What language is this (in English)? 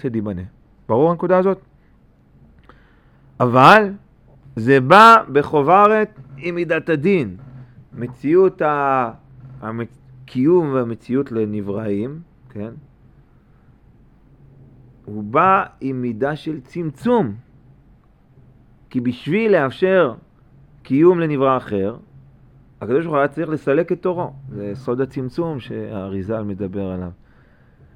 Hebrew